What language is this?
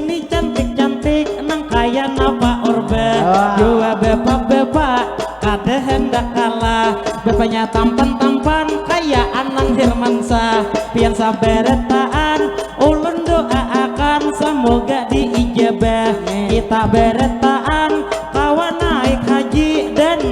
Banjar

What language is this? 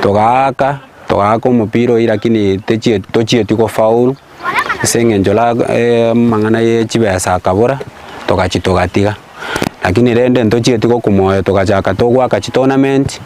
Gusii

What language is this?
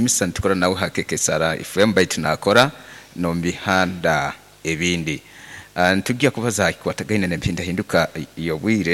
Nyoro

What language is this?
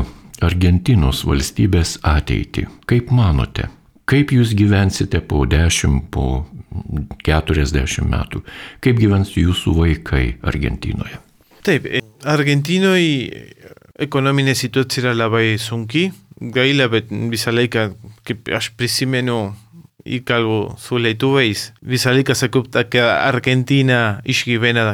Lithuanian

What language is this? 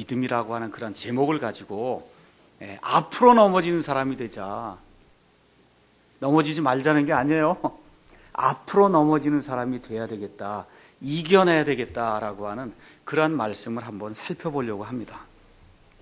Korean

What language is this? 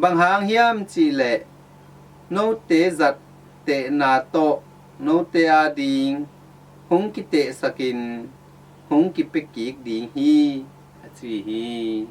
Tedim Chin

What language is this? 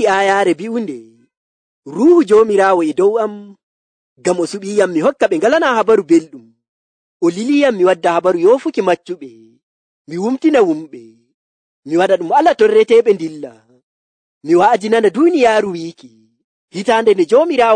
Nigerian Fulfulde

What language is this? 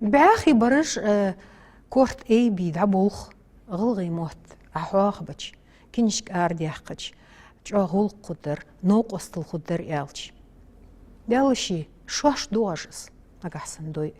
Ingush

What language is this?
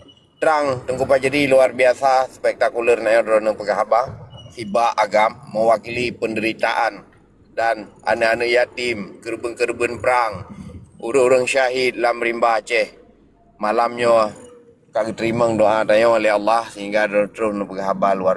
Achinese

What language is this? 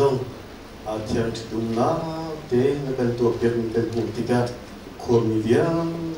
Hakha Chin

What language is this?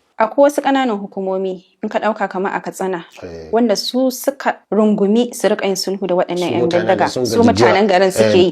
Hausa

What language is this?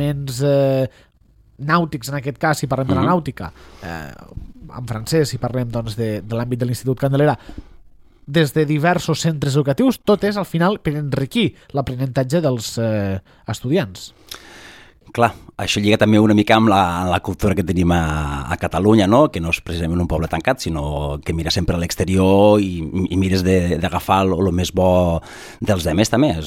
Catalan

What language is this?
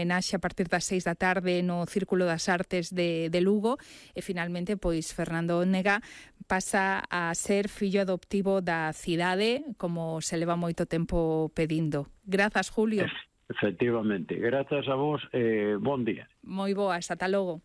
Galician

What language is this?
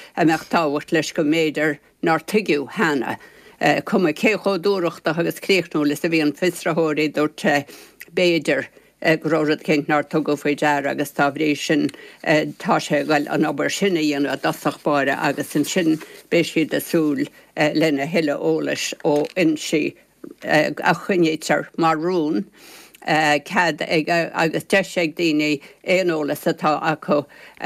Irish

